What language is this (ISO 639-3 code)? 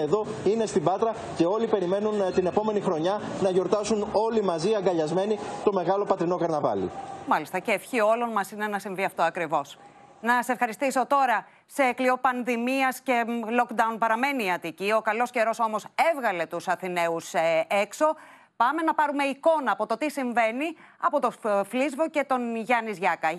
ell